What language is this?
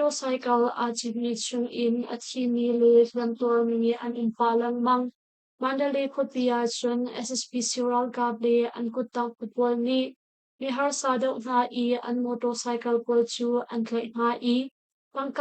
Hakha Chin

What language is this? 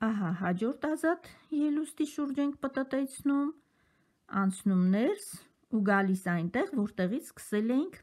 Armenian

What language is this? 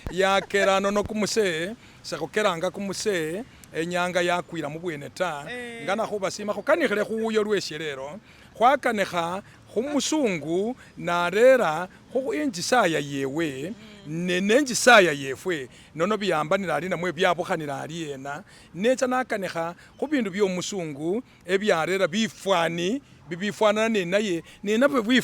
Masaaba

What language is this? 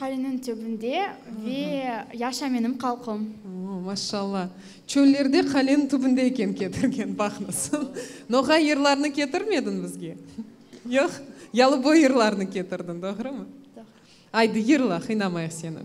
Crimean Tatar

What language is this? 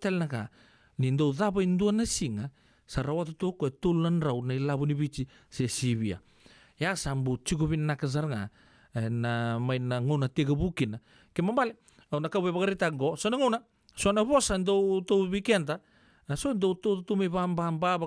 Fijian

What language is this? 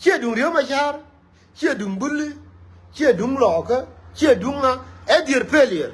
Nuer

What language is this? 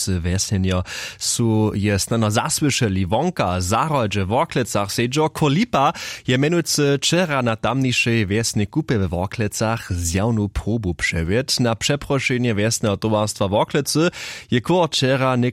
Upper Sorbian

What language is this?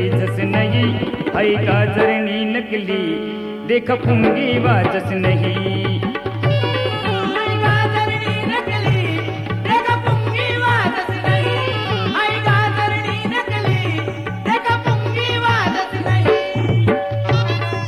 Marathi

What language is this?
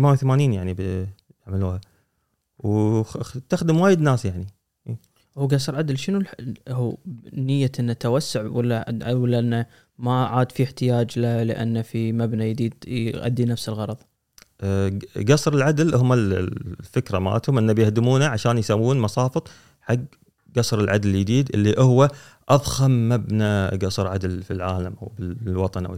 Gulf Arabic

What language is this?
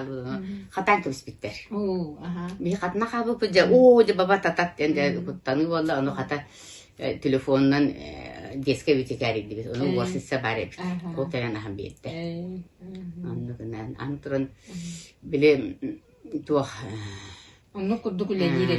Yakut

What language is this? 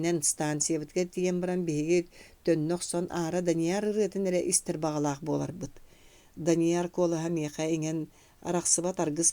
Yakut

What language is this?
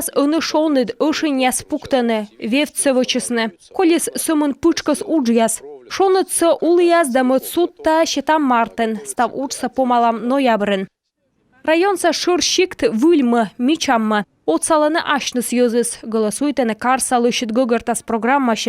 Komi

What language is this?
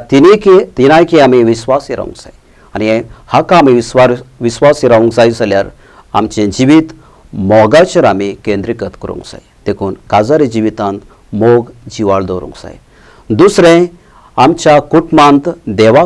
Konkani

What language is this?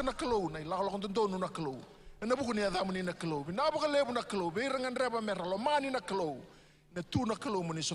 Fijian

